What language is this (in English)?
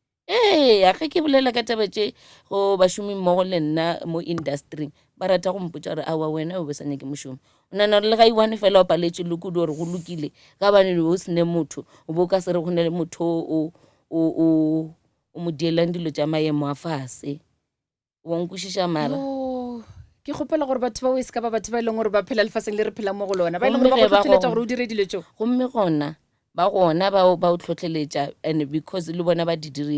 Northern Sotho